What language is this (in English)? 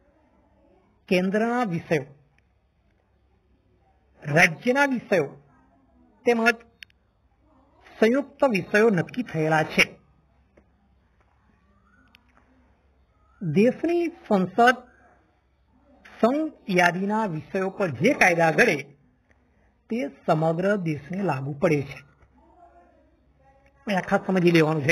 Gujarati